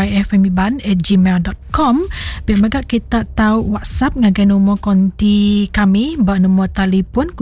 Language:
Iban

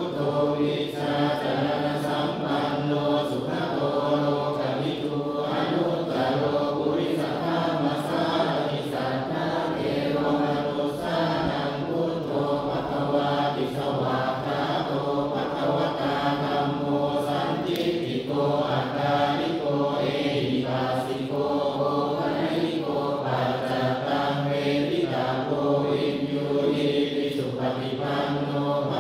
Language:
Pali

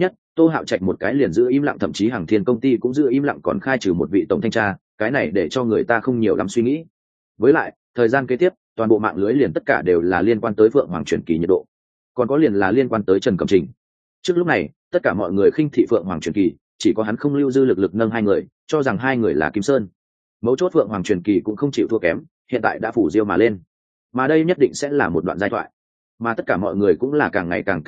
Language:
Vietnamese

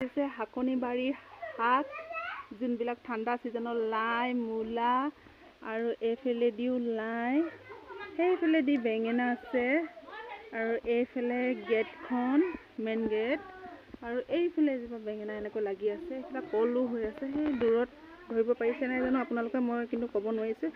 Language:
Assamese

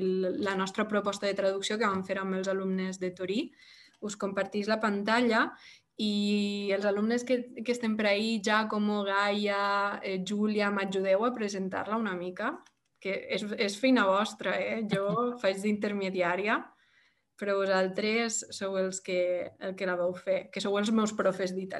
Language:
Catalan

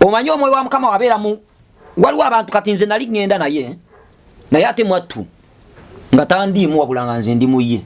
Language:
Ganda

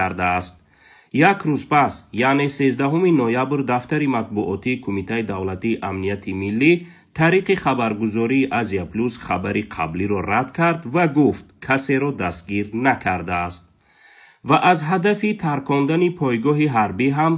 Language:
Tajik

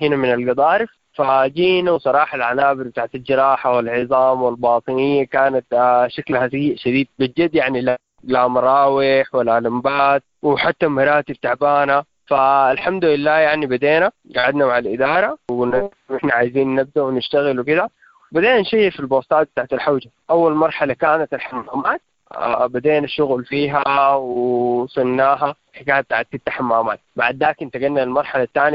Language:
Sudanese Arabic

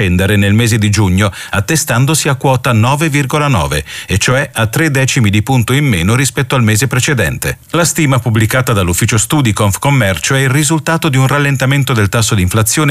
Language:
Italian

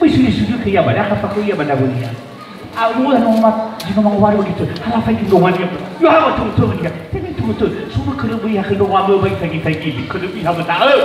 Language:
Nias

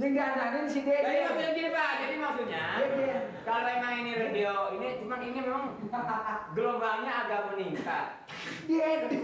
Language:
Betawi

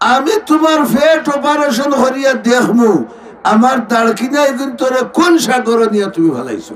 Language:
Sylheti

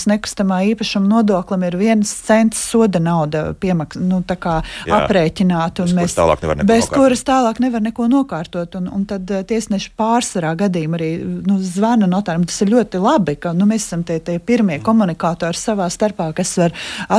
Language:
Latvian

